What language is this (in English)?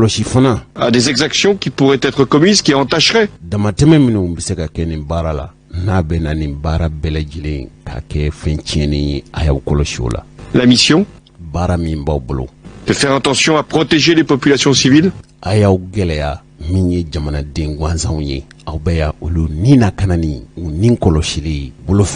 Bambara